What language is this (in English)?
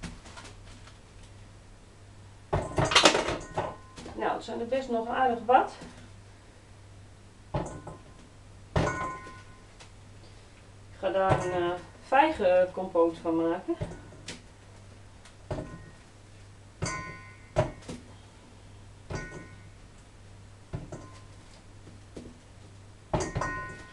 Dutch